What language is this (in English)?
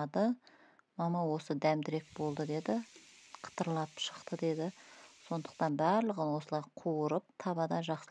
Kazakh